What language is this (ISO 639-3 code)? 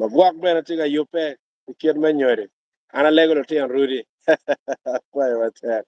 ach